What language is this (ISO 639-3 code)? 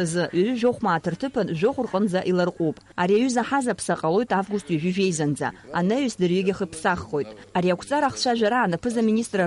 abk